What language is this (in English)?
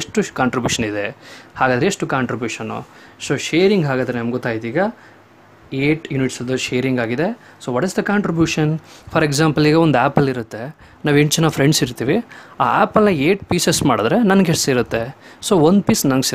Kannada